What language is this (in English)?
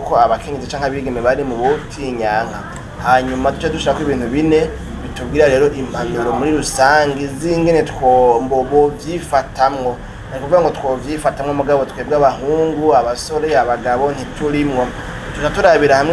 Rundi